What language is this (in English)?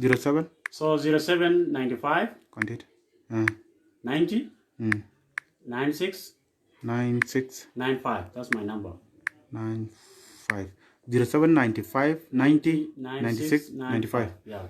Dinka